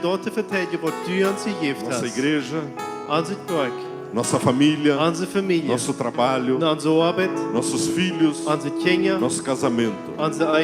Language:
Plautdietsch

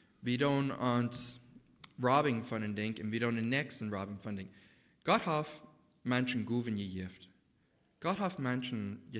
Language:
Plautdietsch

